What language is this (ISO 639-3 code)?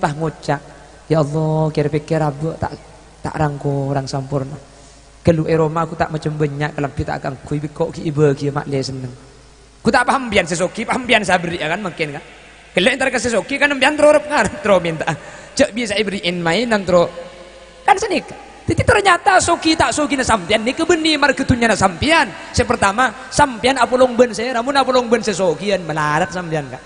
mad